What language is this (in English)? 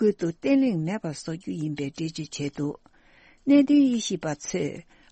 Tibetan